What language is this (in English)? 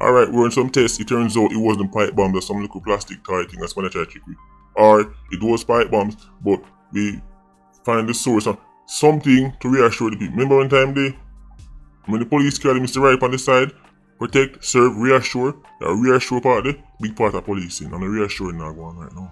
Jamaican Creole English